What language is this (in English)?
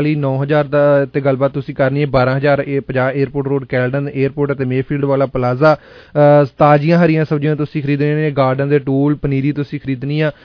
Punjabi